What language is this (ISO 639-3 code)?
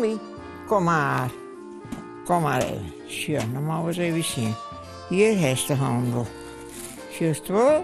fry